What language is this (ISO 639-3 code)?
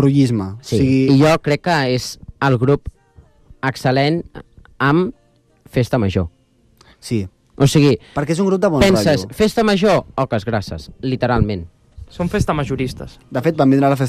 cat